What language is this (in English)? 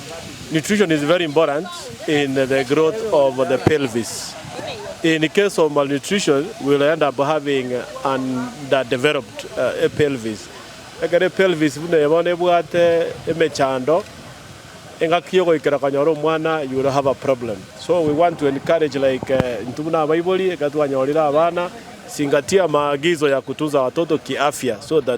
Gusii